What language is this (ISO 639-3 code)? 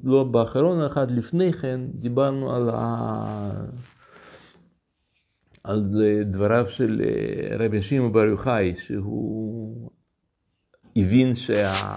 heb